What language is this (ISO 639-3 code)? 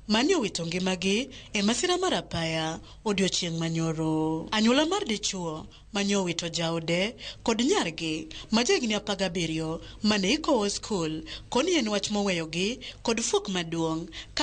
luo